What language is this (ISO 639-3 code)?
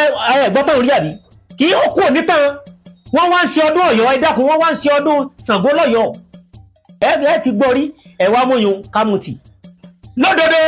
yor